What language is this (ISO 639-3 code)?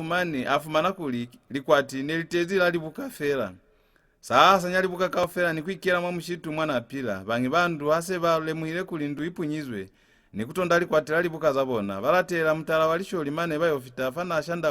loz